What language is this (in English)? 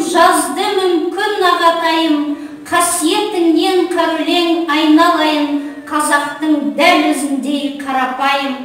Kazakh